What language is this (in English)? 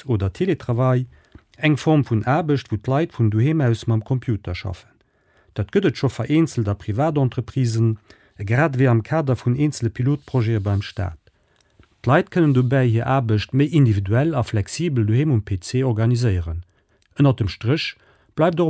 Luxembourgish